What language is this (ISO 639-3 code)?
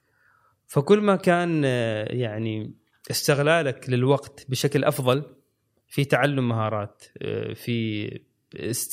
afb